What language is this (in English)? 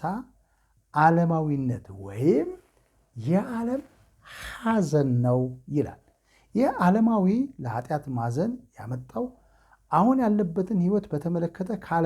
Amharic